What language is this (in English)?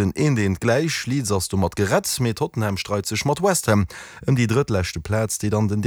Luxembourgish